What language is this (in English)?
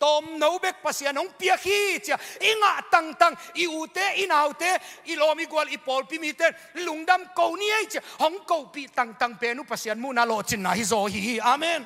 Tedim Chin